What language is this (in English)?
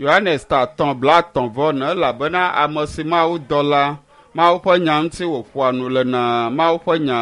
Ewe